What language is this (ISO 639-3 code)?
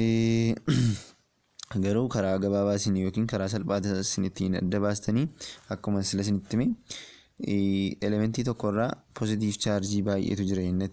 orm